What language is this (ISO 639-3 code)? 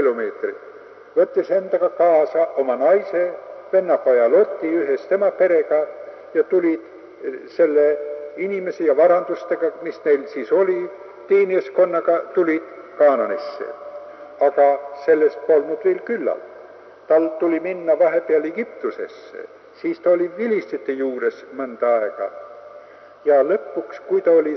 est